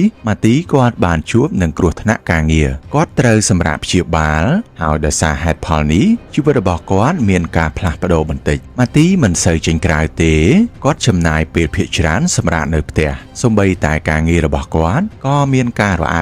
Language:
Khmer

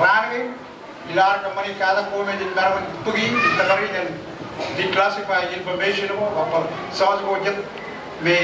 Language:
Marshallese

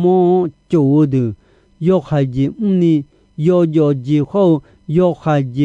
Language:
Akha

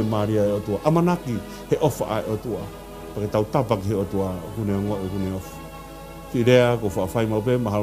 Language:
Tongan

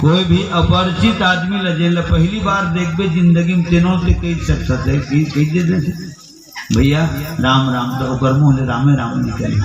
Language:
Chhattisgarhi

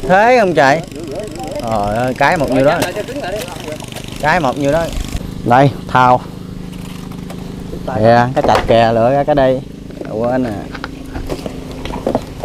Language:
Vietnamese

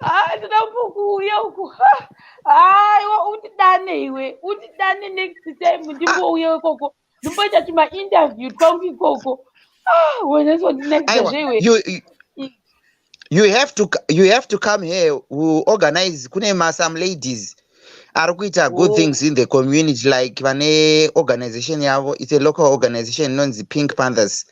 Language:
Shona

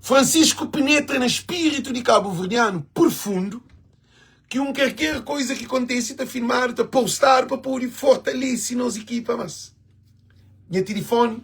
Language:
Kabuverdianu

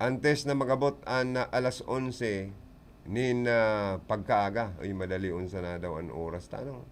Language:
Bikol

